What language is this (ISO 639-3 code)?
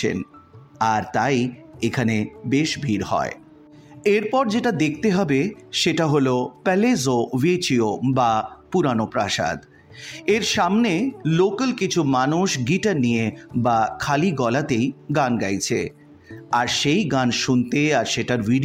ben